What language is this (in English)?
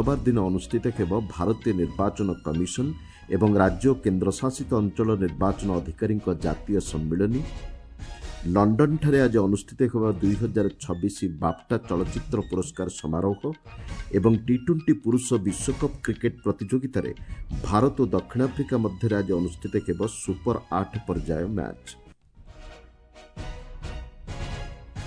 Odia